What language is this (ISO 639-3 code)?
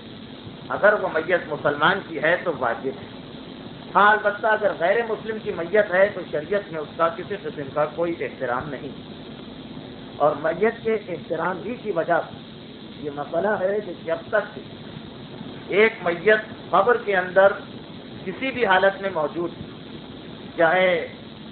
urd